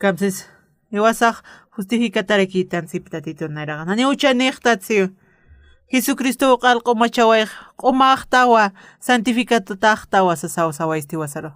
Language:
Aymara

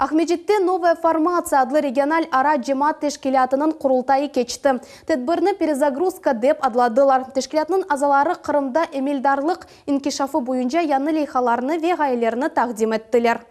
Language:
Crimean Tatar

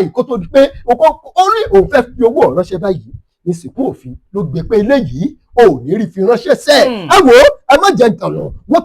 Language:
Yoruba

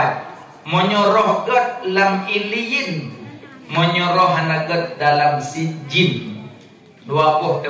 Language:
Achinese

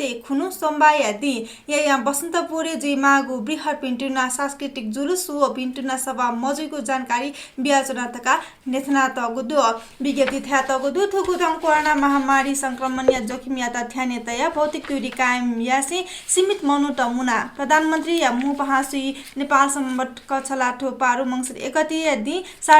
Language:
Newari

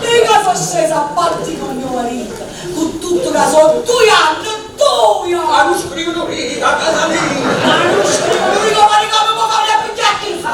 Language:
Neapolitan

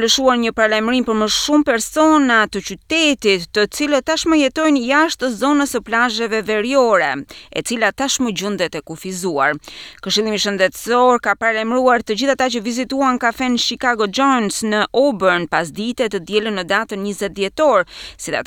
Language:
Albanian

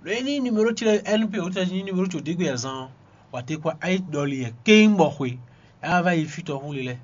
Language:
Fon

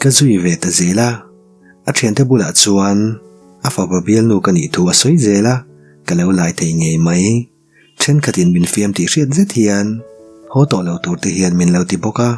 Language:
Mizo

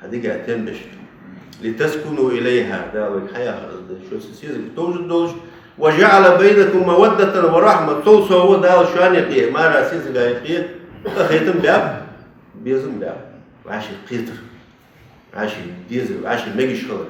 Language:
Ingush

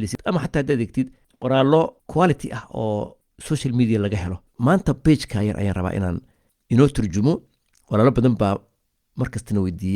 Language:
Somali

